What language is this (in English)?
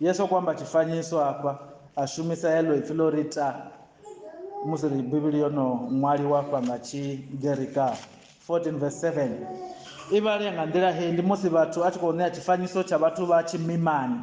Venda